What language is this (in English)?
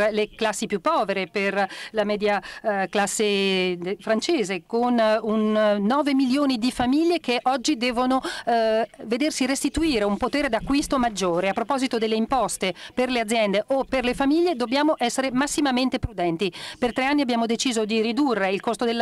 Italian